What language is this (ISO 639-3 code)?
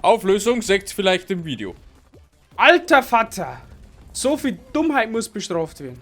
bar